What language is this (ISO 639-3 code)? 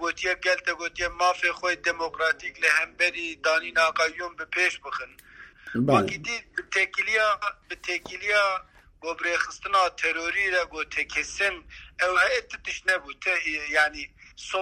kur